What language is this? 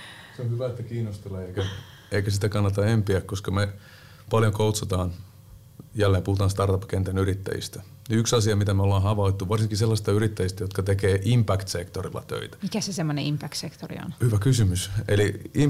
Finnish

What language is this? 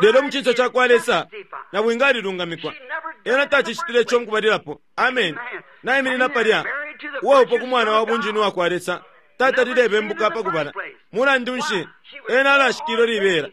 Bemba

